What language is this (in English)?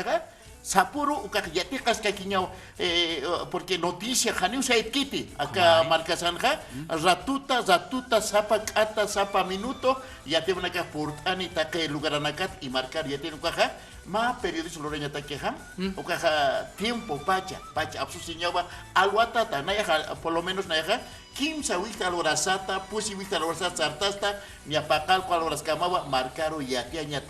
Aymara